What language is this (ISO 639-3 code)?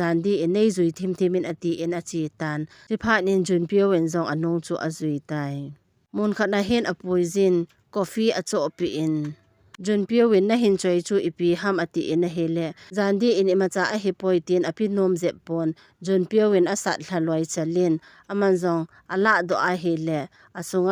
tcz